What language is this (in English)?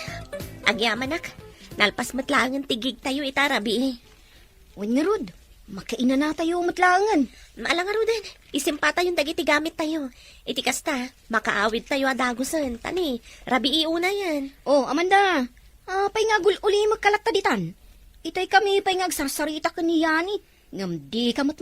Iloko